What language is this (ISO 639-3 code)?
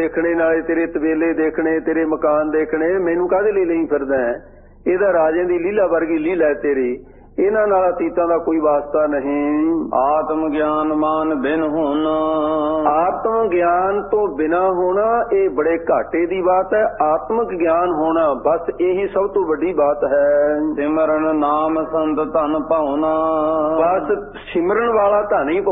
pan